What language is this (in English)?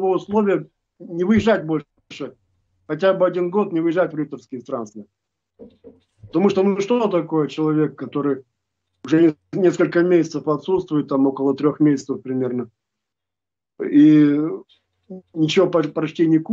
Russian